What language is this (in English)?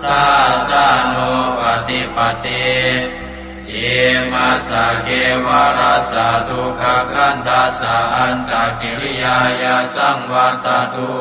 Pali